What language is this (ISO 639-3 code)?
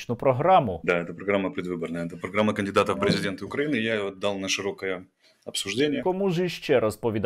ukr